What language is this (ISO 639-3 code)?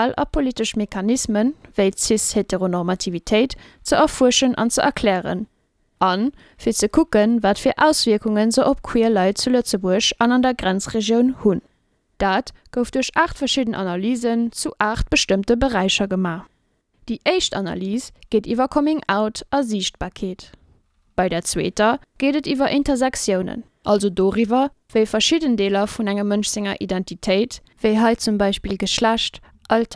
ltz